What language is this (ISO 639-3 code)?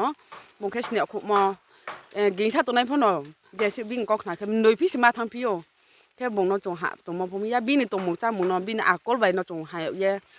ria